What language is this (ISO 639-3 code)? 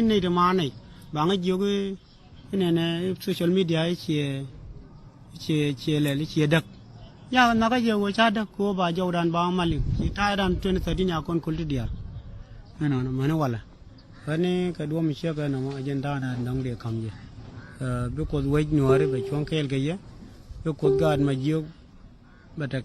nus